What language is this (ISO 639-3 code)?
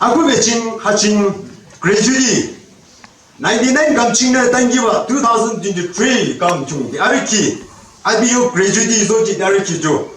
yim